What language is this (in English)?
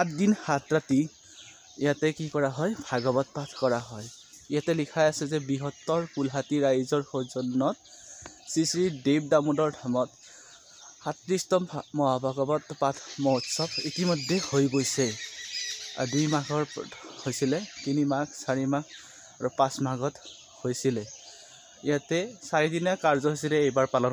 Assamese